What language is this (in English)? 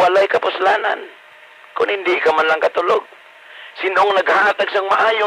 Hiligaynon